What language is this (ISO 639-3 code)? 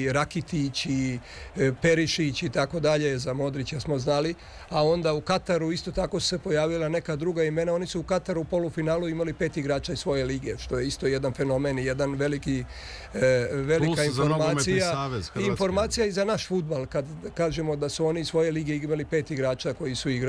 srp